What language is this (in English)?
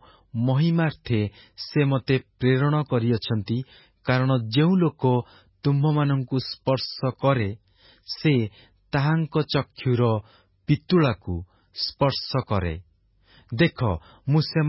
Odia